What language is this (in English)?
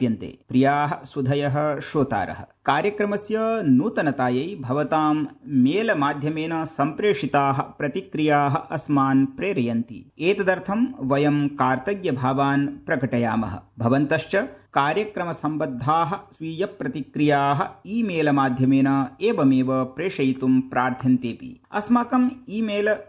Sanskrit